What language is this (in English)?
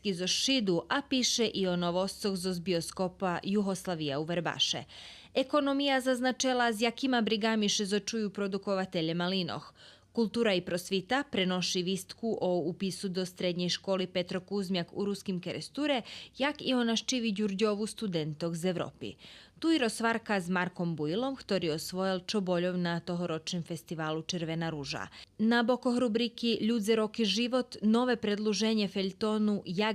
Rusyn